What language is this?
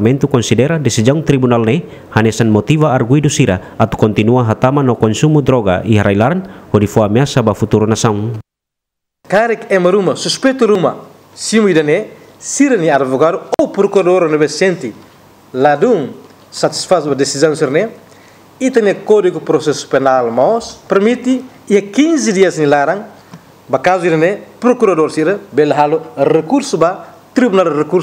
Tetum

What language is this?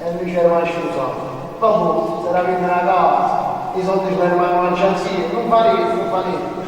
Neapolitan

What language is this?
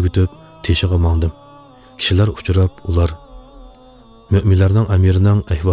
Uyghur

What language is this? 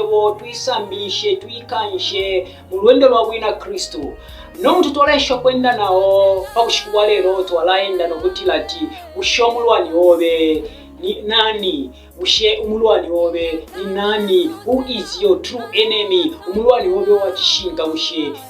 Bemba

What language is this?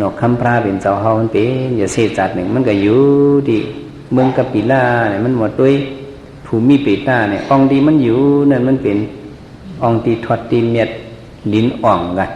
Shan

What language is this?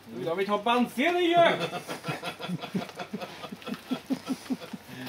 Norwegian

